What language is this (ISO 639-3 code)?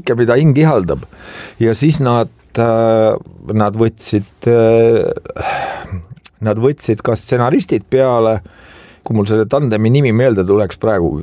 est